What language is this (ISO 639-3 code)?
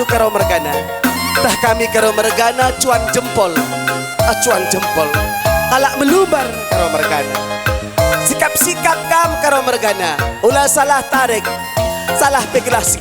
btx